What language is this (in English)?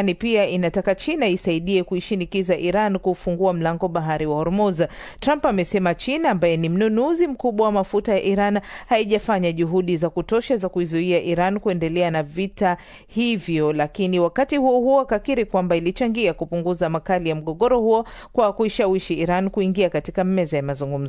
Swahili